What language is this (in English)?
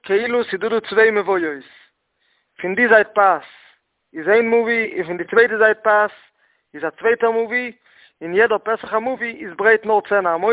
Yiddish